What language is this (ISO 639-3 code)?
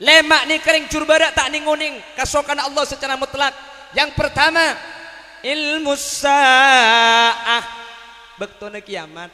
mad